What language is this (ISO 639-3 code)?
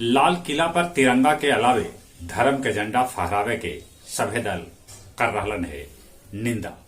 mag